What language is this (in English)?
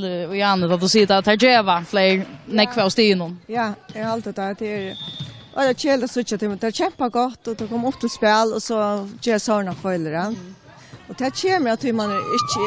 Faroese